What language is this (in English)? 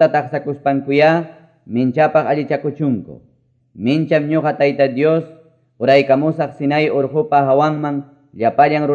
Quechua